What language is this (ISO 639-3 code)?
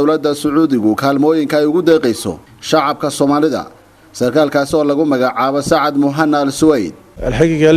som